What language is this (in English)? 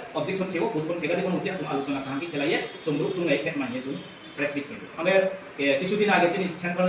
Riang (India)